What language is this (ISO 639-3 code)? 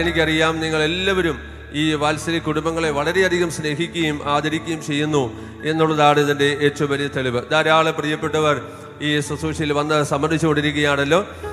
mal